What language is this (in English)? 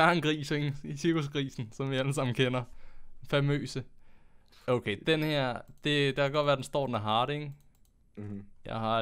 Danish